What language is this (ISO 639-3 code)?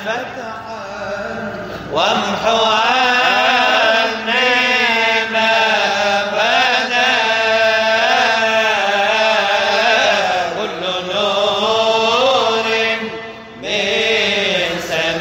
ara